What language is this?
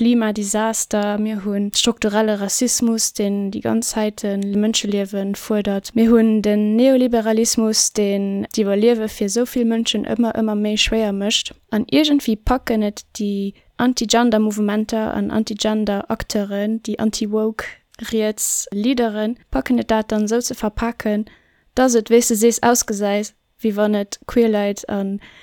Luxembourgish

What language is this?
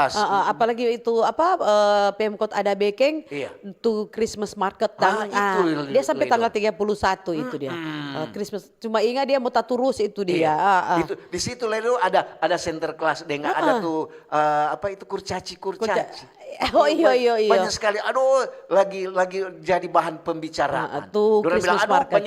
Manado Malay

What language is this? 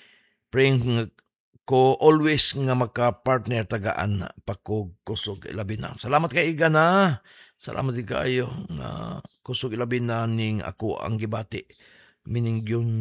Cebuano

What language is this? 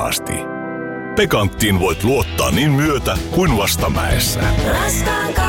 Finnish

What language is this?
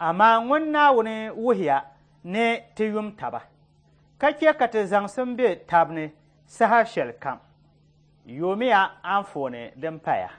Dagbani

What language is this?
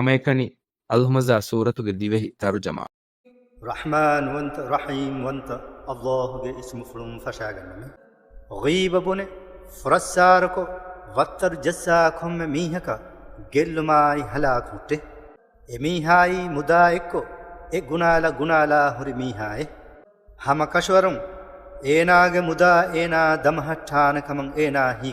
Divehi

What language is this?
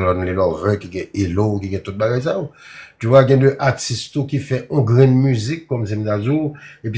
Haitian Creole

